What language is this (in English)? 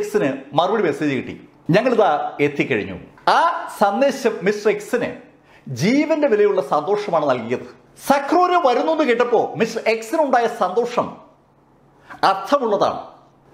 Malayalam